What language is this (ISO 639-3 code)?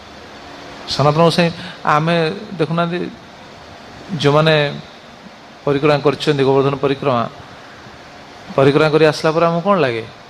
ori